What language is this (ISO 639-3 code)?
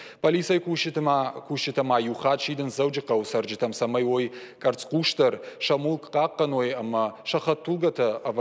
oss